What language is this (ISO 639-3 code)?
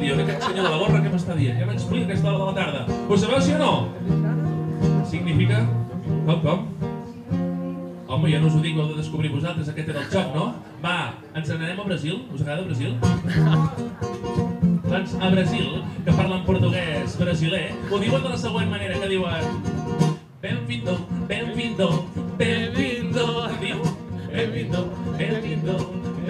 cat